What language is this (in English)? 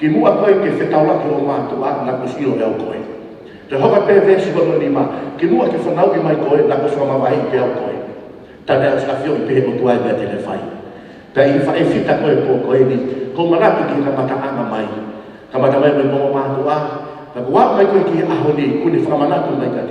Tongan